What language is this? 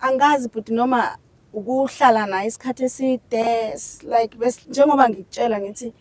Zulu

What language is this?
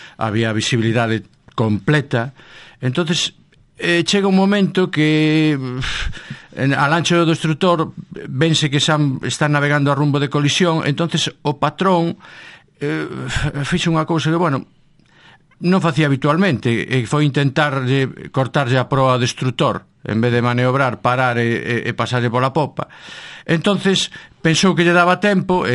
Galician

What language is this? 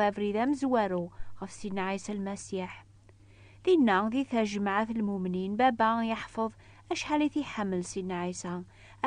Kabyle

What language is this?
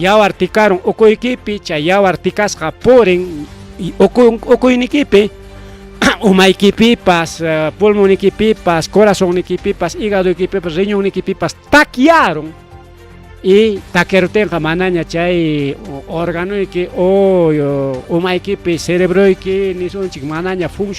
Ayacucho Quechua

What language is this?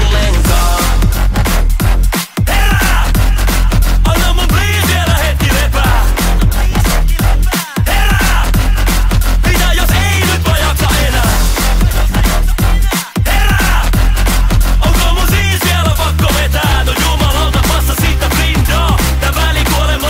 Finnish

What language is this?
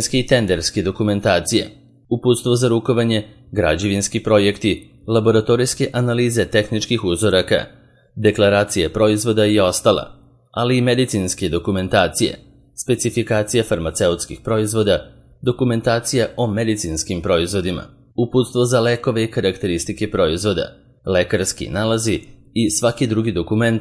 Serbian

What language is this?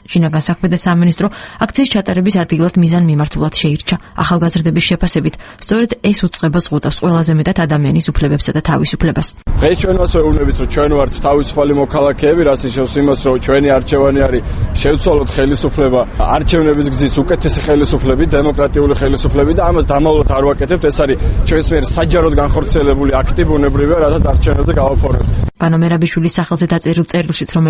Georgian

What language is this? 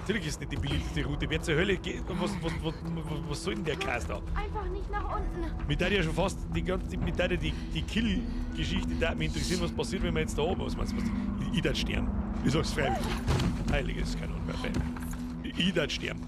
Bavarian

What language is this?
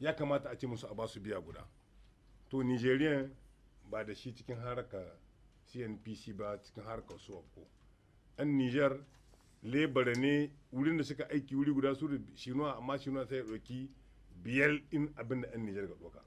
Hausa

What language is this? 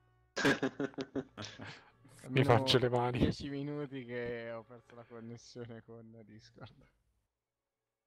Italian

